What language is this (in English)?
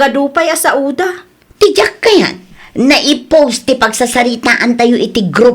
Iloko